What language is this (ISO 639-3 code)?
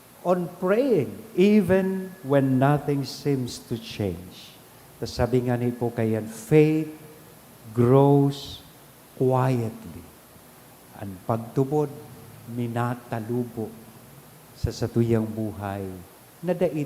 bik